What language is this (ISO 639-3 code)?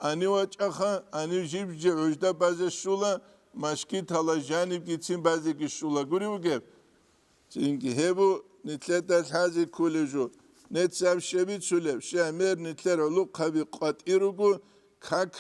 ava